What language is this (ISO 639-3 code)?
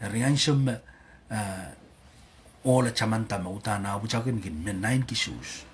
pon